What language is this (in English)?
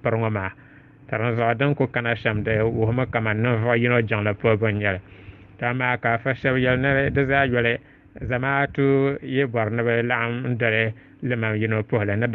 Dagbani